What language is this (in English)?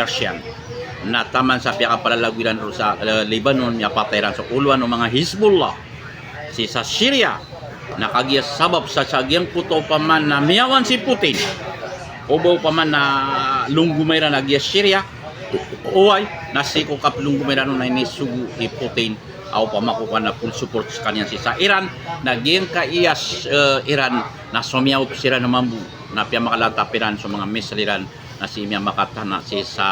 Maranao